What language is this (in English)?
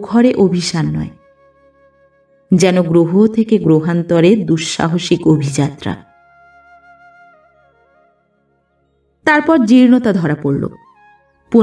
Bangla